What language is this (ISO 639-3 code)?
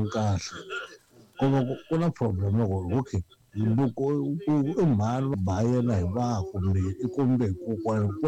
tso